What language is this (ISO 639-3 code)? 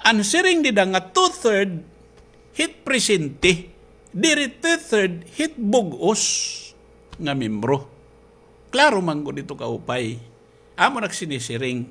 war